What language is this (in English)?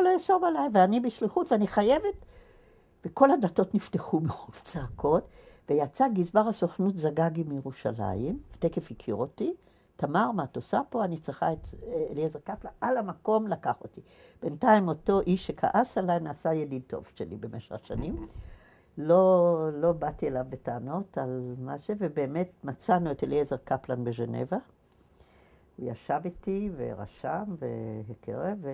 Hebrew